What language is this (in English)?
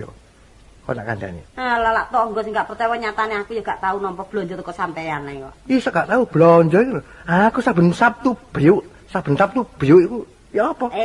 Javanese